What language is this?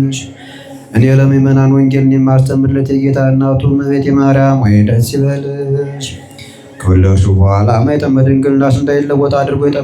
Amharic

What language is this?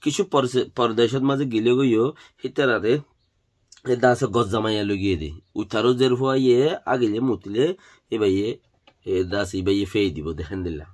Rohingya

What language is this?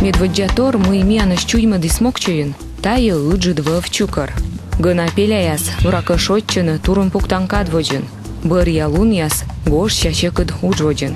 Komi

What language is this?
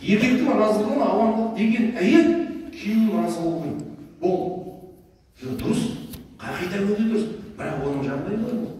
Kazakh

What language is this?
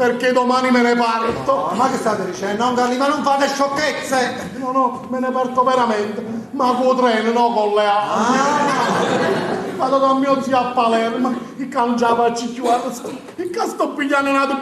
Neapolitan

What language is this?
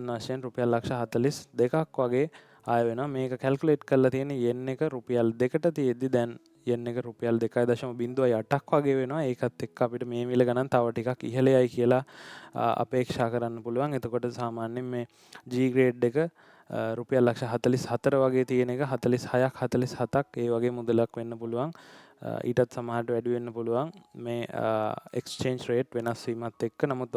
Sinhala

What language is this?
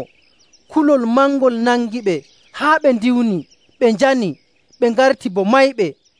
Nigerian Fulfulde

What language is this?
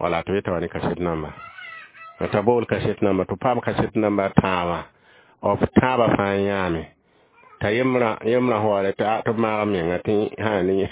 Mossi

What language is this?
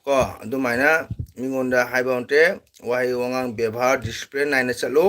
Manipuri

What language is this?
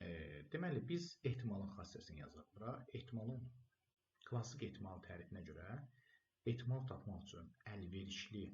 Azerbaijani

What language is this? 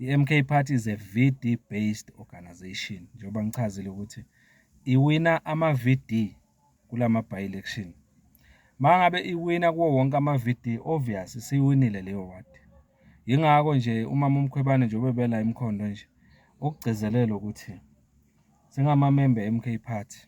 Zulu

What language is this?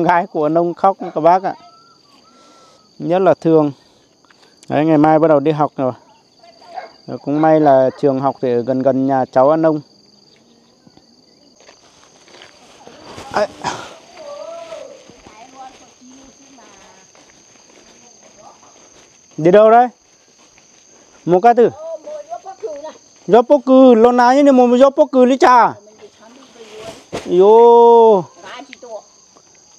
Vietnamese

